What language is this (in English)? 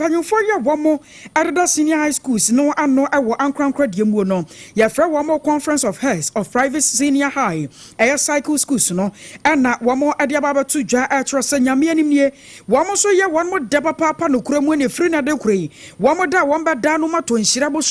Akan